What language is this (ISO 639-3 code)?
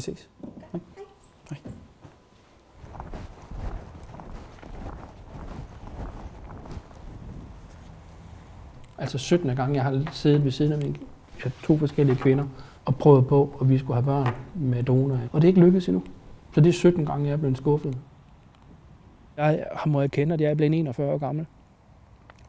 dan